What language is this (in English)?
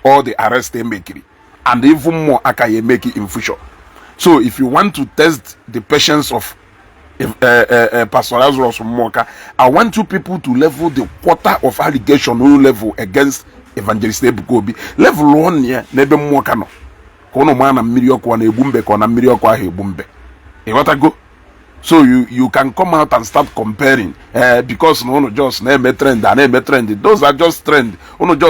Igbo